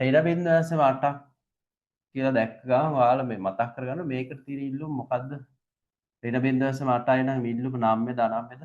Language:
Sinhala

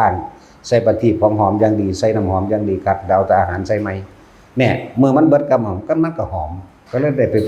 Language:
Northeastern Thai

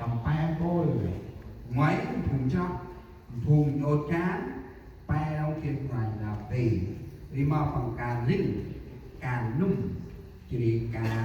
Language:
Central Mnong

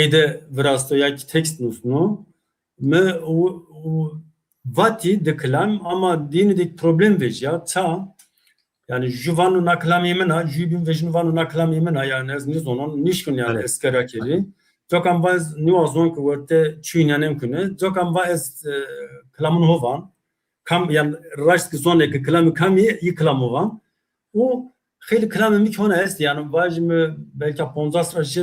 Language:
Zaza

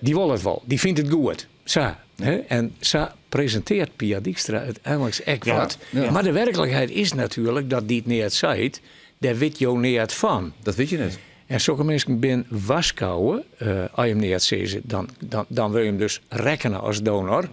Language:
Western Frisian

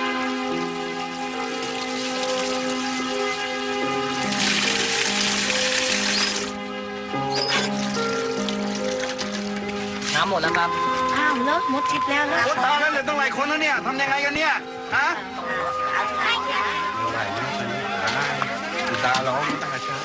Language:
Thai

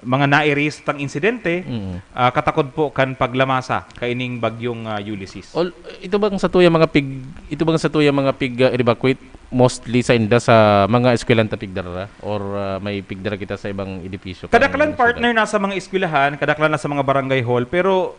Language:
Bikol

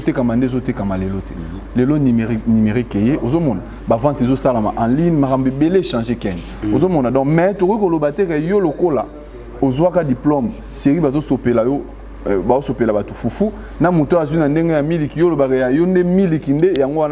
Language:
Lingala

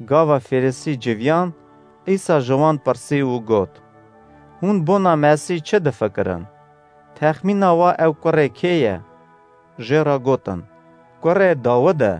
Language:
Kurdish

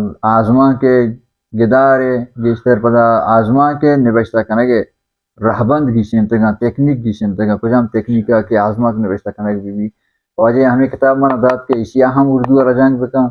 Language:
Baluchi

